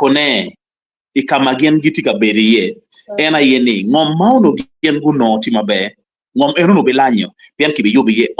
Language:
Acoli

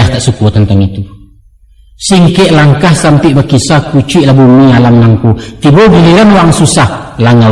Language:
Minangkabau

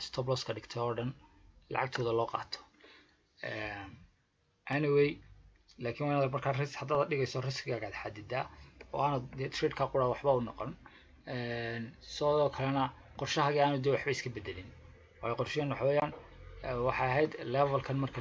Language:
Somali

